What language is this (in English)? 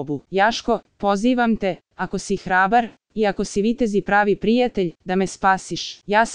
Serbian